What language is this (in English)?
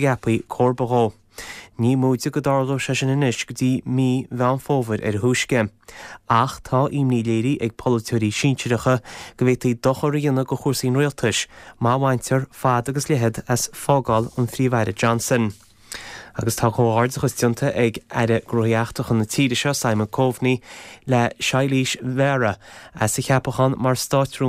Irish